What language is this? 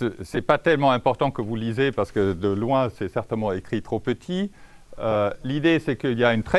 French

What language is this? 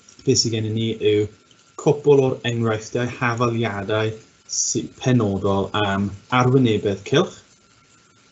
Welsh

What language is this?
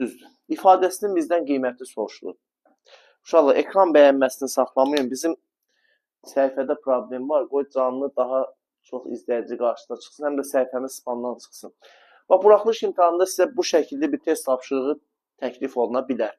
Azerbaijani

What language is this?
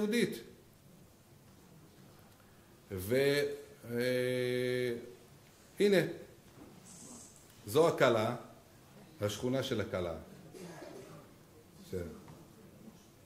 Hebrew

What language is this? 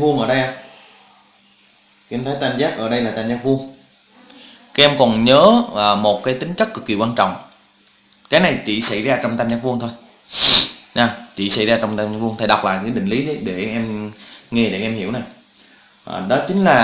Vietnamese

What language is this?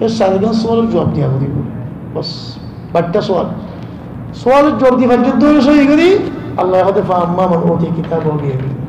Rohingya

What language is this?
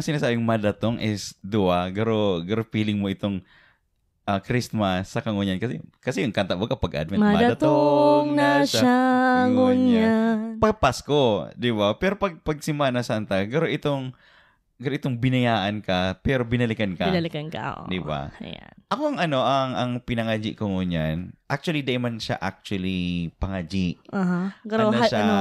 Bikol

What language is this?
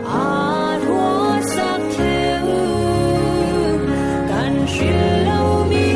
Falam Chin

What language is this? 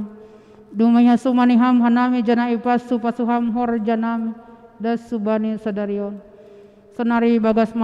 Batak Simalungun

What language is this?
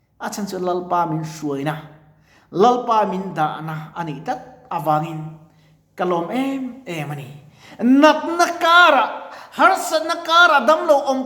Mizo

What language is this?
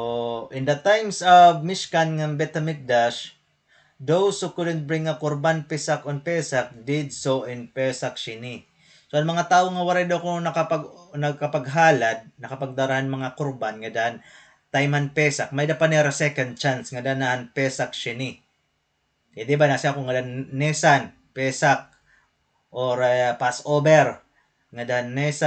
Waray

